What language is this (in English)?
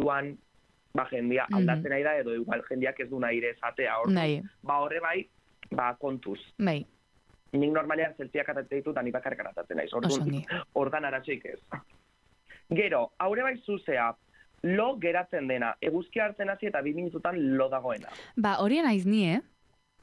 Basque